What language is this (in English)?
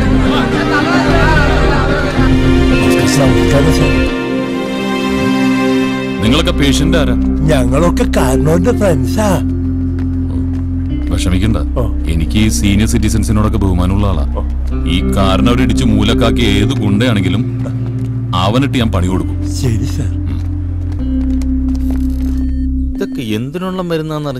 Malayalam